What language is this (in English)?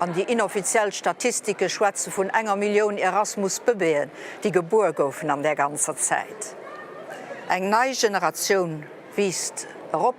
Luxembourgish